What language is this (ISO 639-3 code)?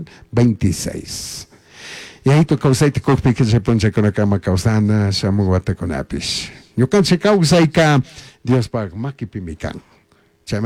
qug